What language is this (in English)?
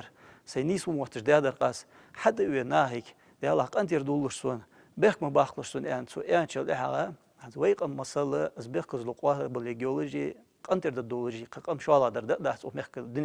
Ingush